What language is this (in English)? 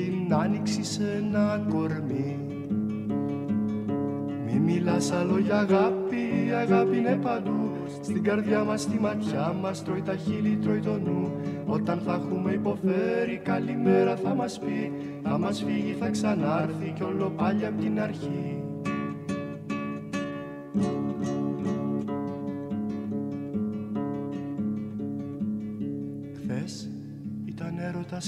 Greek